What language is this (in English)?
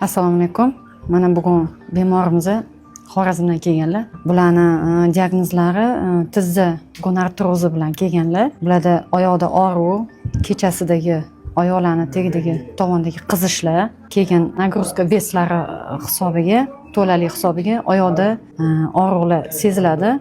Uzbek